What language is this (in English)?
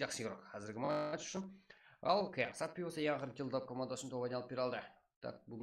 Kara-Kalpak